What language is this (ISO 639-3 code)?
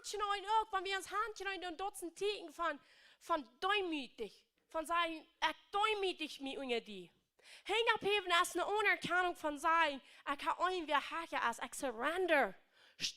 pdt